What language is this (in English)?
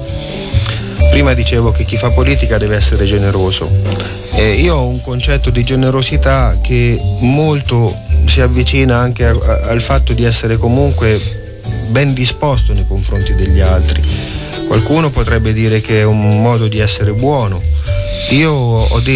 Italian